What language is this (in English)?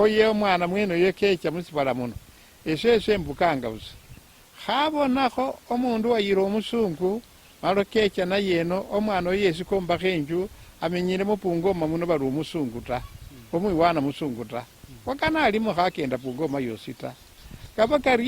Luyia